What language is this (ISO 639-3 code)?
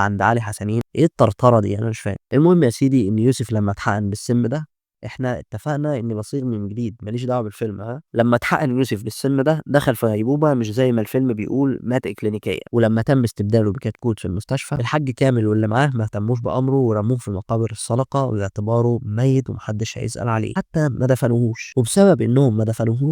arz